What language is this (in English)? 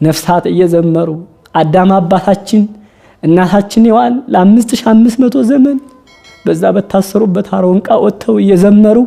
Amharic